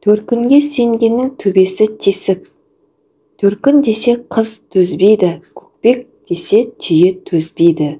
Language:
Kazakh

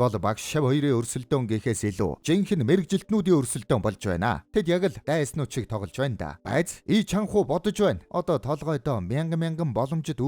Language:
Mongolian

